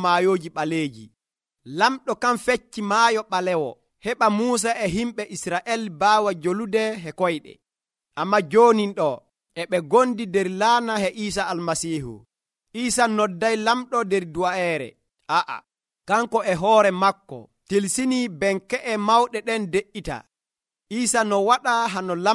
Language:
Nigerian Fulfulde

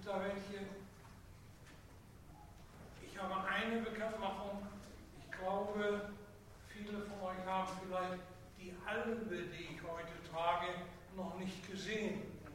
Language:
German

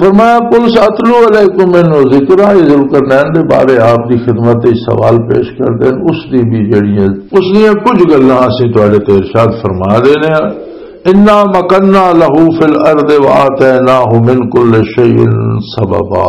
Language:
Western Panjabi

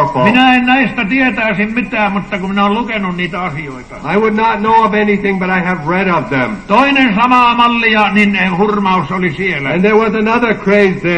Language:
Finnish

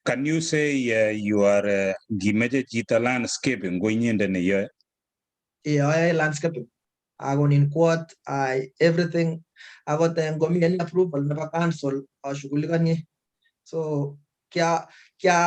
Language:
Kalenjin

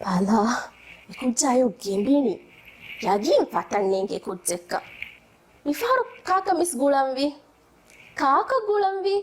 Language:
Divehi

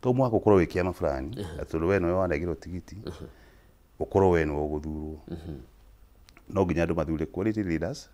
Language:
Kikuyu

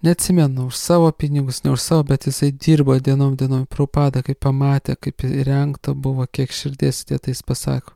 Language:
Lithuanian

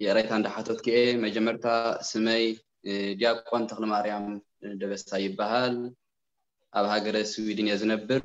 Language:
Tigrinya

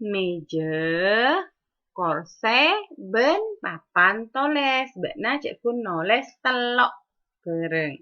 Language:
Madurese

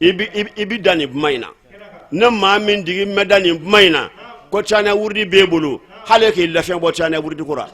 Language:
Bambara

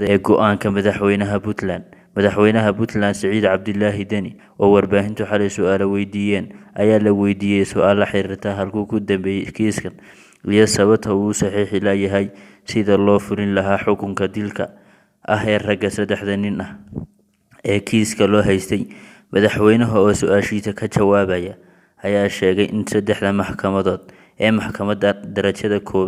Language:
Somali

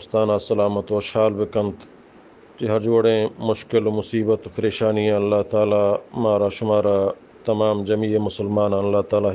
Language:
Eastern Balochi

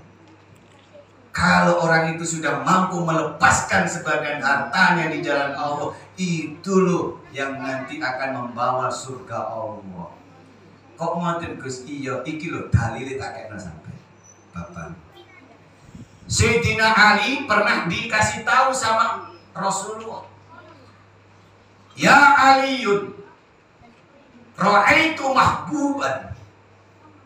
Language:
Indonesian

